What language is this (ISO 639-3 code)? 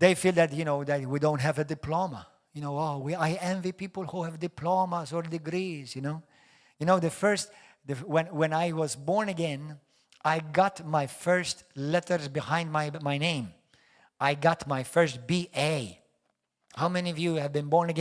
eng